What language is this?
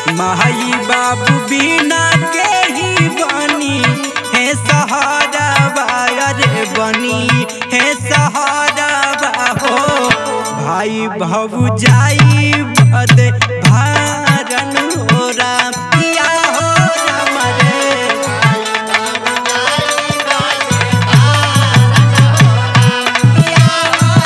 Bhojpuri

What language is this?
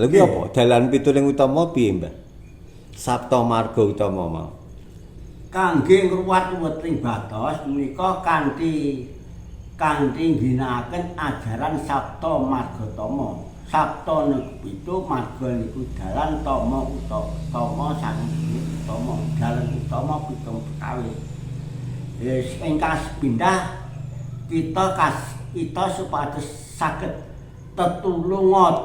Javanese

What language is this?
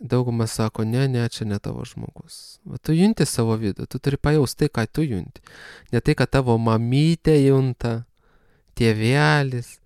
Lithuanian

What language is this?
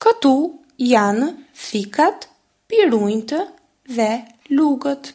Albanian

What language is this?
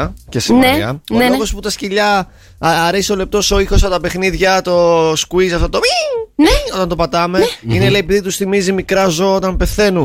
Greek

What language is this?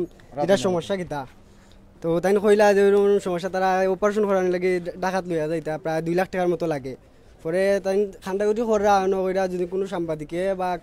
Sylheti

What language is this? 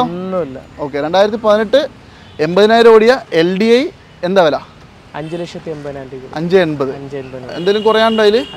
Malayalam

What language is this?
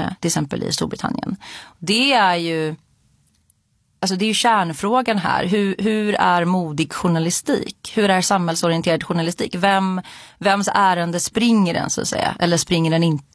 Swedish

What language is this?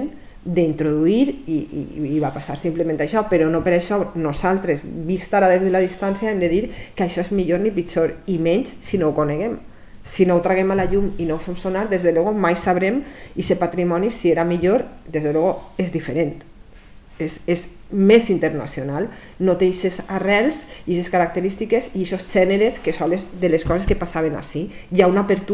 Catalan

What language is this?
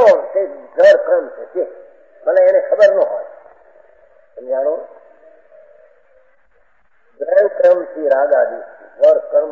Gujarati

